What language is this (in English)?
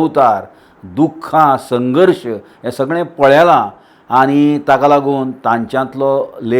Konkani